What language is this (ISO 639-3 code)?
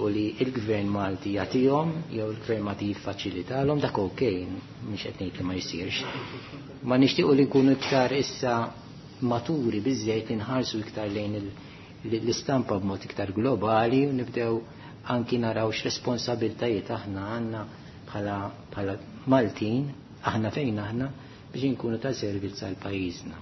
mlt